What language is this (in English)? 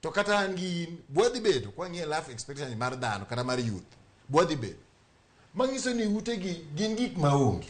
Luo (Kenya and Tanzania)